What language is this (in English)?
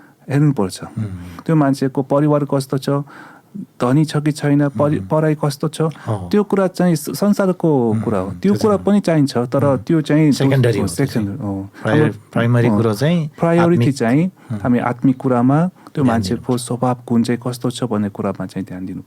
Nepali